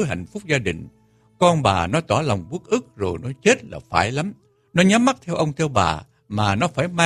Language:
Vietnamese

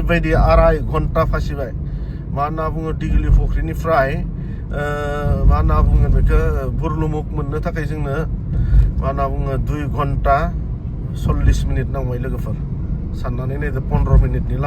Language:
Bodo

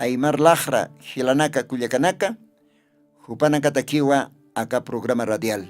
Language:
Aymara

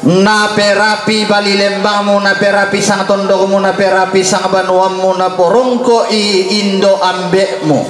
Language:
Toraja-Sa'dan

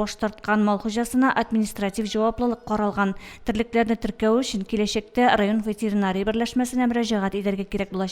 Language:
Tatar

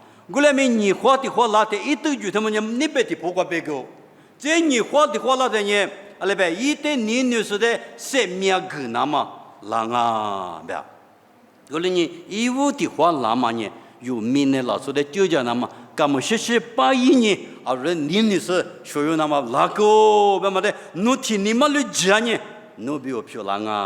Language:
Lisu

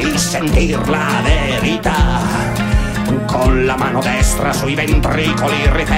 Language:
Italian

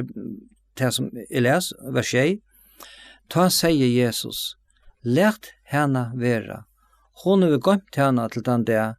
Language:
Faroese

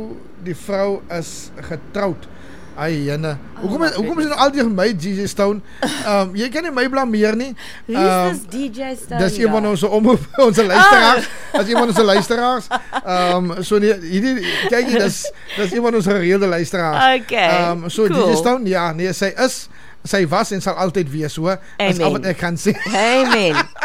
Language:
Afrikaans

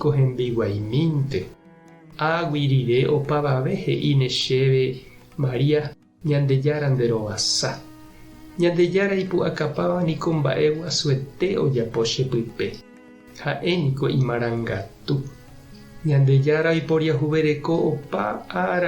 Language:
Guarani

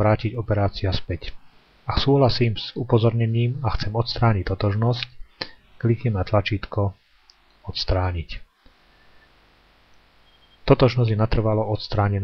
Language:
Slovak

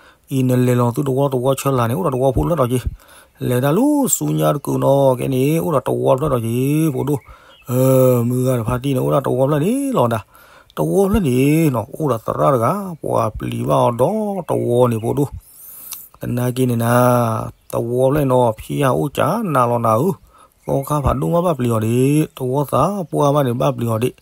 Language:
S'gaw Karen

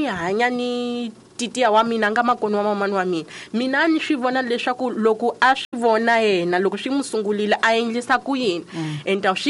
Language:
Tsonga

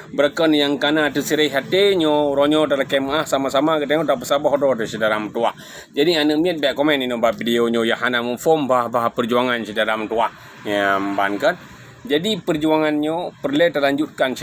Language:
Achinese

